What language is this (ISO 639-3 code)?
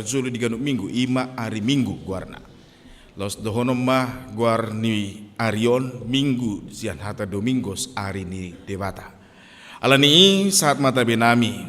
bbc